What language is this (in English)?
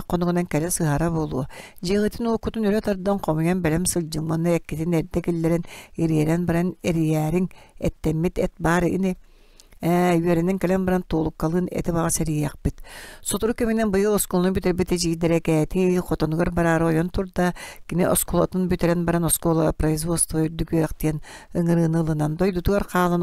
Yakut